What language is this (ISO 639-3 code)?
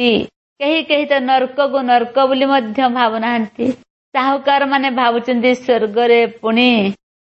ori